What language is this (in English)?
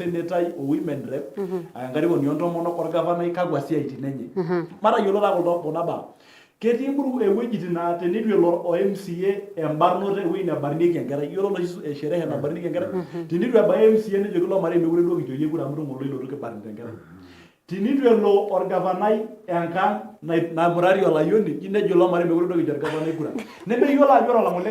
Masai